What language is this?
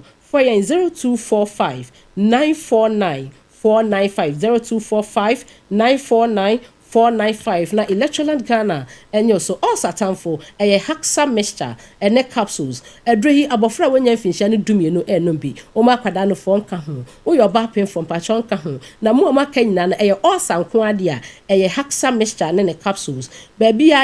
Akan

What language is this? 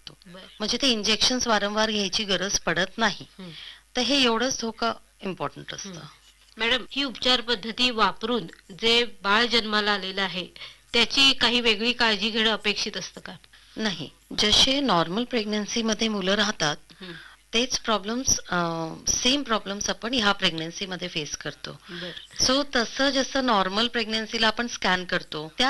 Marathi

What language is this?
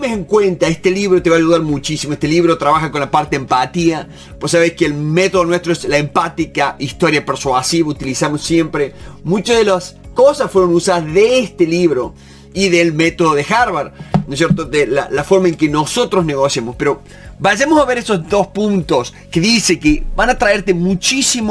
Spanish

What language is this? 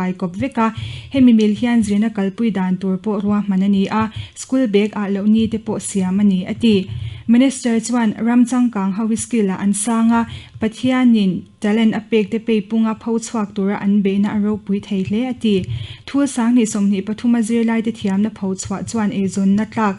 Mizo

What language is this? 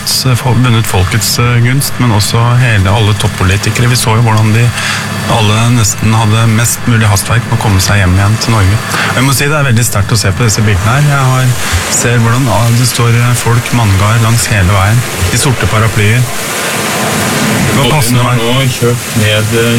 Norwegian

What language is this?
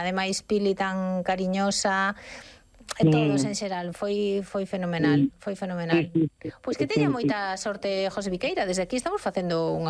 Galician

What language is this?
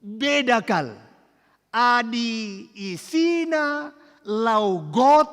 Batak Karo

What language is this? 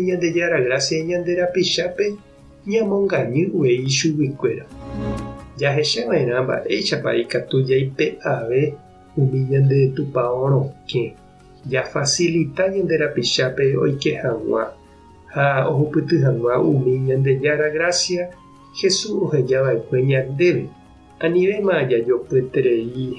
Guarani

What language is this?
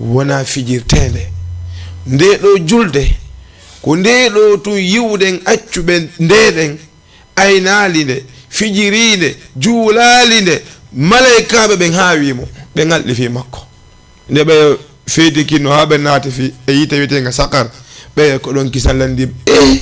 Fula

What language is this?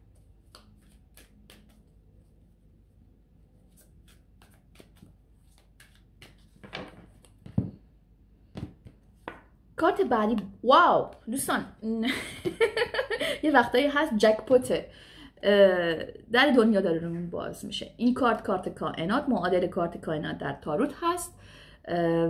Persian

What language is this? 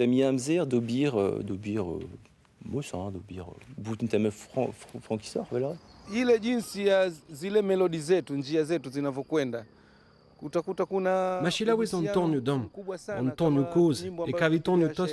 Breton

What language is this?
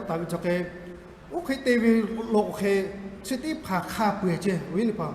Lahu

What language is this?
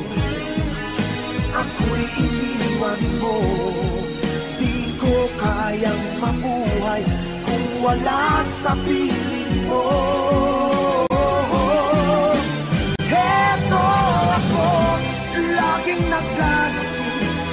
Filipino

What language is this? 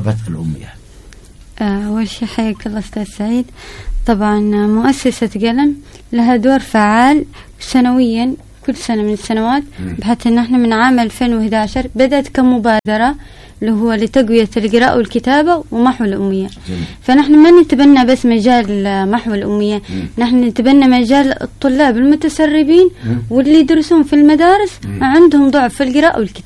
Arabic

